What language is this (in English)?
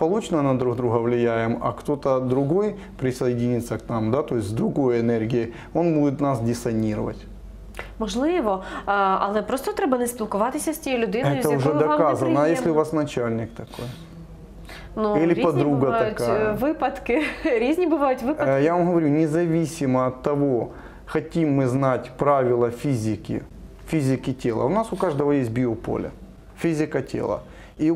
Ukrainian